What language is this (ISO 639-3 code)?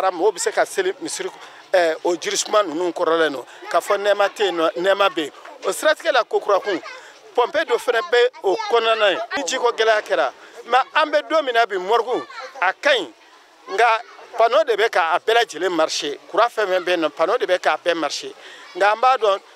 bam